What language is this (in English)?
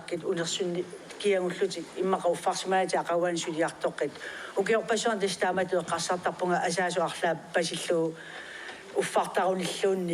Kalaallisut